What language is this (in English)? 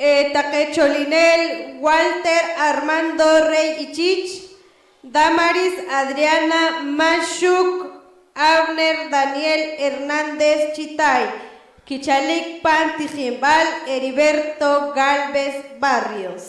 Poqomchi'